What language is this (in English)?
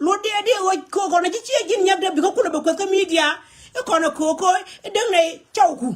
Nuer